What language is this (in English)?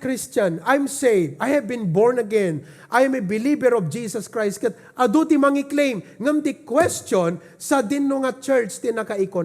Iloko